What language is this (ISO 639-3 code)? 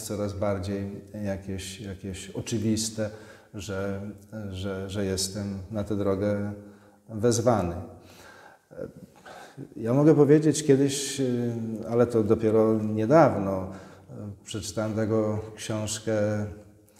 pol